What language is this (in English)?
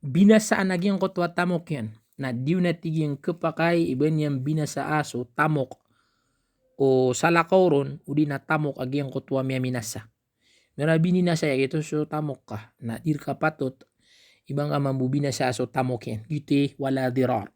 Maranao